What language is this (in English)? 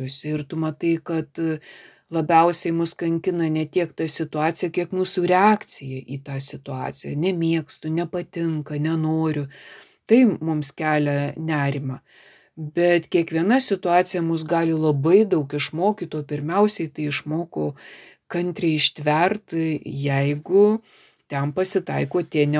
Lithuanian